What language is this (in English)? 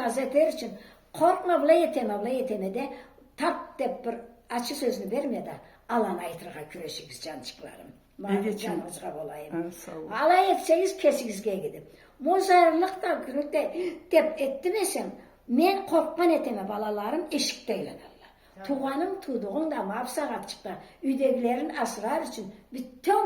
Karachay-Balkar